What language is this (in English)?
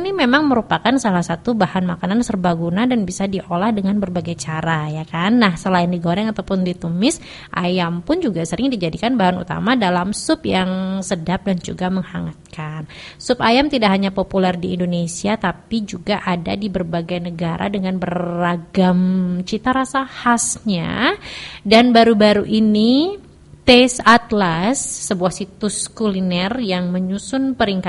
Indonesian